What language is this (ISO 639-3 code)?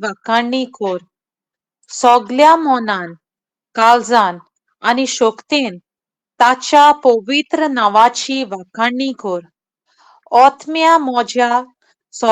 kok